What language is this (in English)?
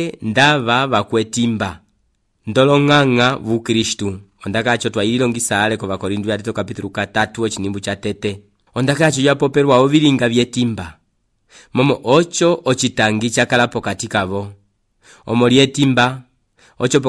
Umbundu